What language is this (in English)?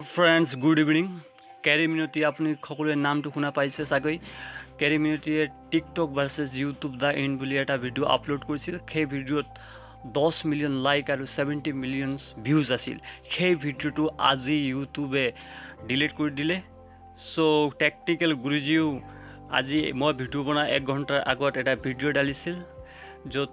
Assamese